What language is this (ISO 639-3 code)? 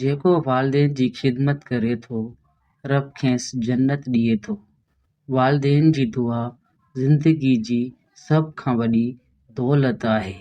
snd